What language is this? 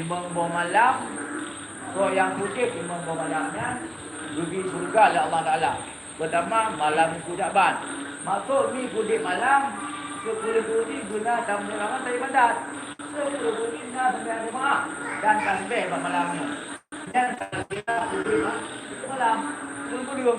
Achinese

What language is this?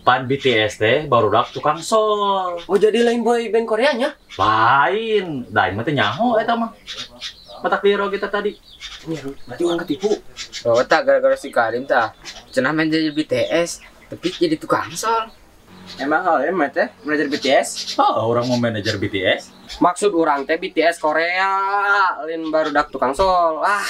Sundanese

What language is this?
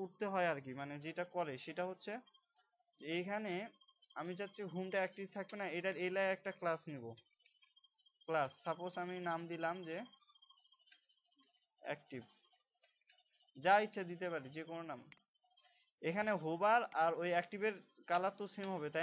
Bangla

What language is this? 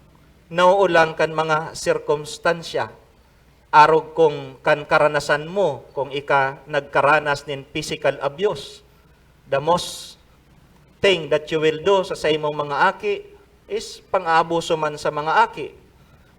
Bikol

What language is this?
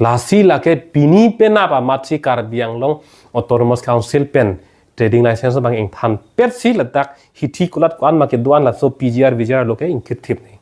Karbi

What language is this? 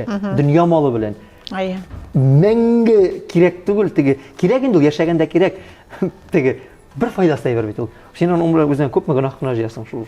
Tatar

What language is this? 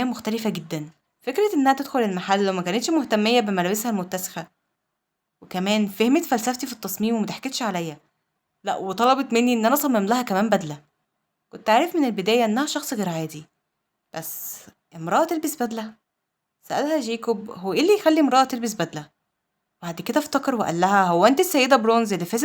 Egyptian Arabic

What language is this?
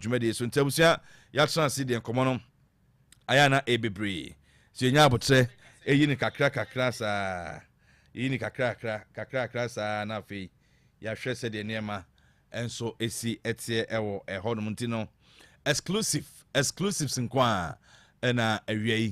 Akan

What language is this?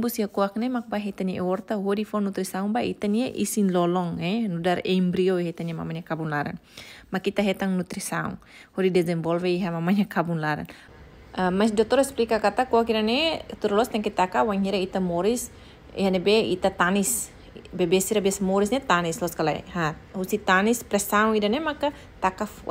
Tetum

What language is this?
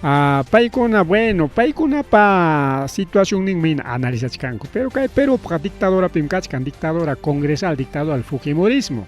Ayacucho Quechua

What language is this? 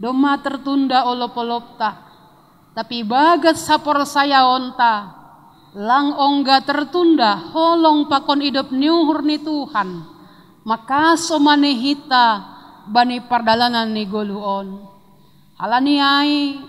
Batak Simalungun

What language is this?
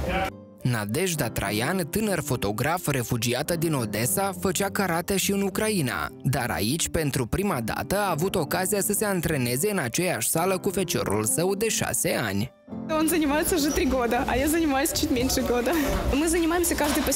Romanian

